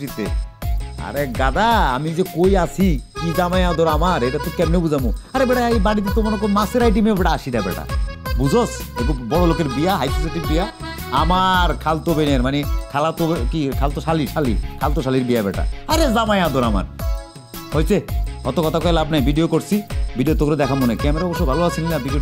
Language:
Bangla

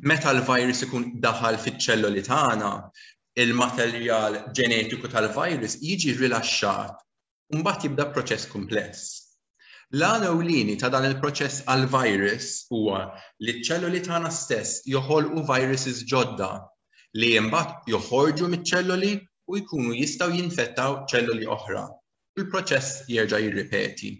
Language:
Maltese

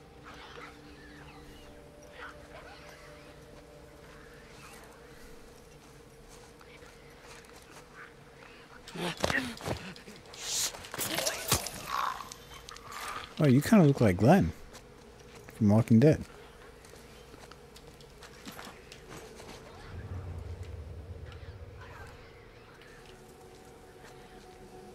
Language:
English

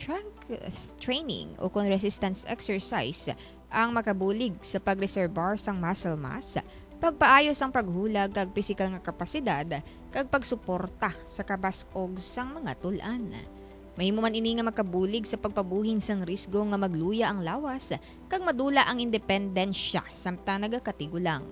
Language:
Hiligaynon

